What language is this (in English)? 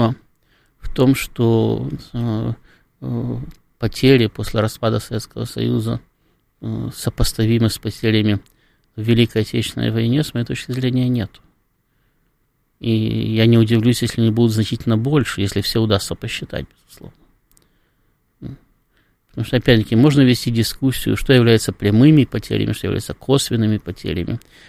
Russian